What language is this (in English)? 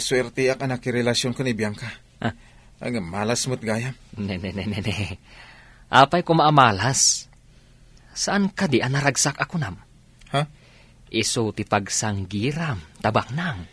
Iloko